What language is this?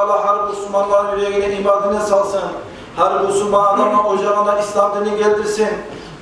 Kumyk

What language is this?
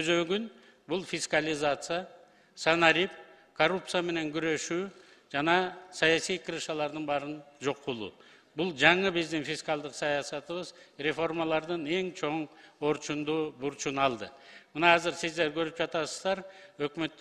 Kyrgyz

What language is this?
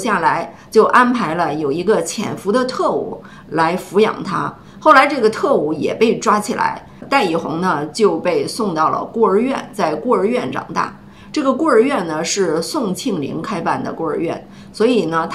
Chinese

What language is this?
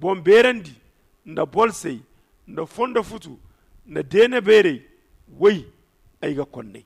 Zarma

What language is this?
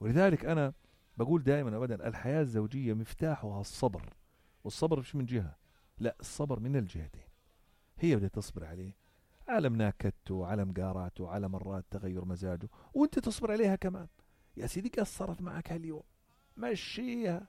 North Levantine Arabic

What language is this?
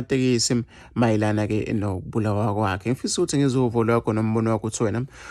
Zulu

